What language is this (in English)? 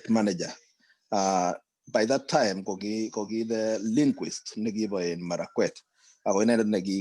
Kalenjin